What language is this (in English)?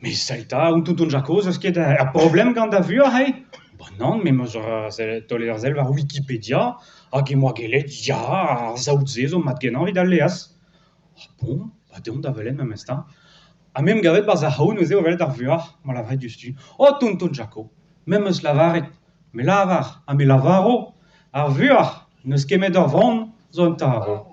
Breton